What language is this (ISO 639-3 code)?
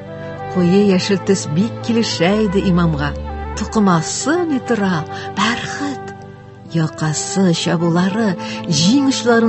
tat